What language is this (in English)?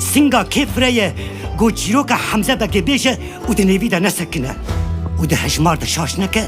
Kurdish